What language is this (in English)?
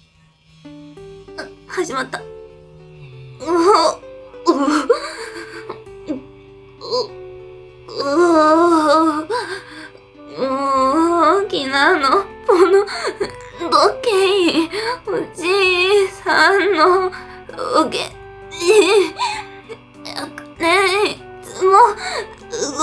Japanese